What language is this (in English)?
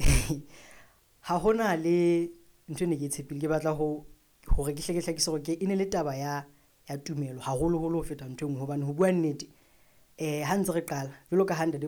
Southern Sotho